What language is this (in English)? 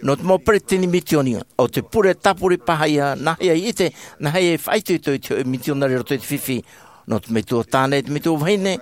Tahitian